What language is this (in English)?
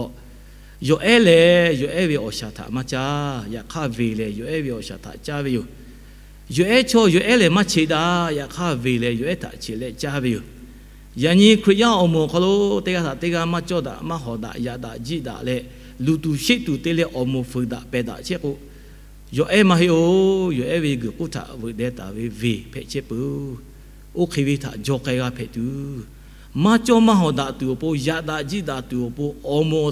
Lahu